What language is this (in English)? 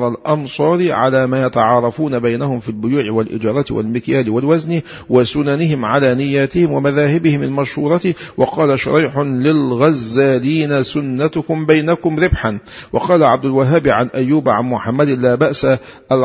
Arabic